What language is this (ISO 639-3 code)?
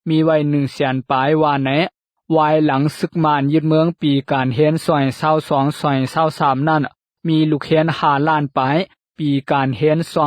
lao